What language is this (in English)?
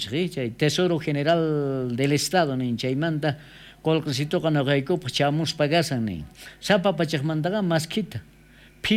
South Bolivian Quechua